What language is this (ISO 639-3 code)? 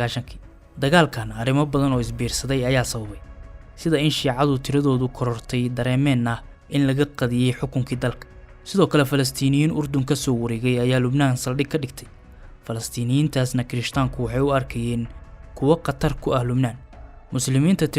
som